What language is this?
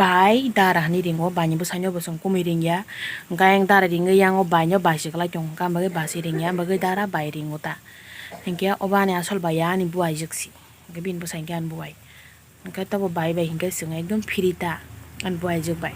Kok Borok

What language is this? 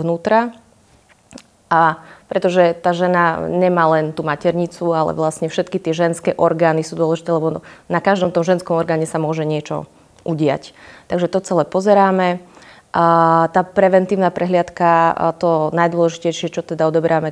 Slovak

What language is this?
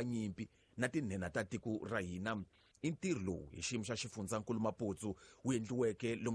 Tsonga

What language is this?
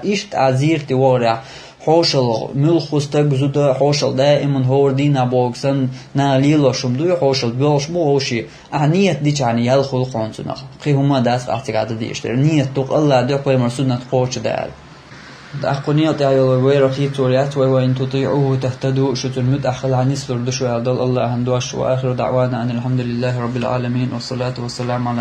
Chechen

